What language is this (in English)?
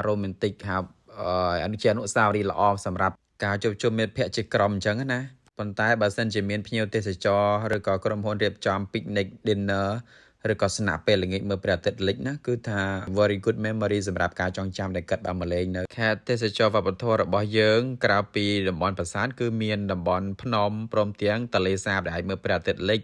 Khmer